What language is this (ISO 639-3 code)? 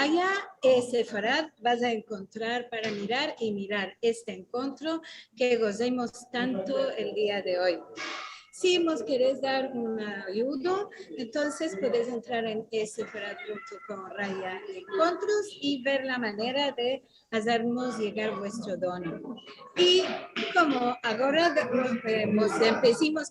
lad